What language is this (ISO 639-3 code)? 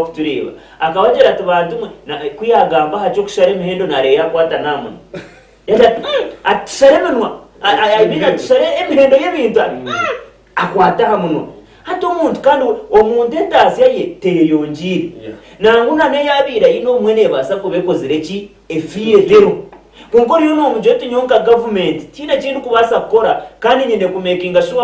nyn